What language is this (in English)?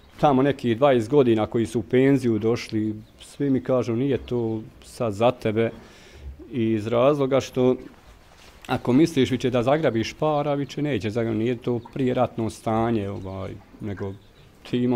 Bosnian